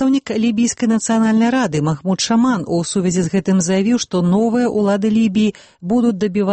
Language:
Belarusian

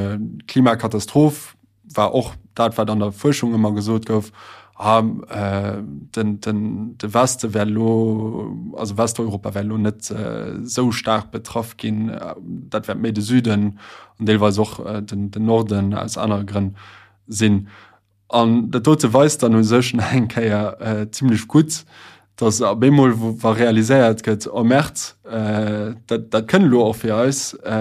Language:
Luxembourgish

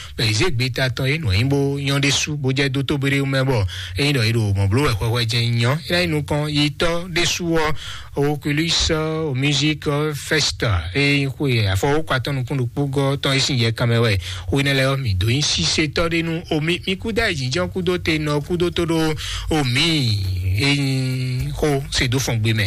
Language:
Fon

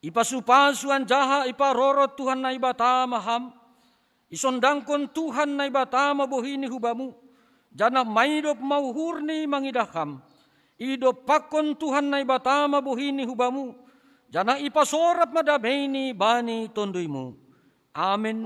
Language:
Batak Simalungun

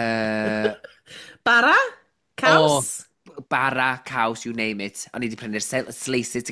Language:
Welsh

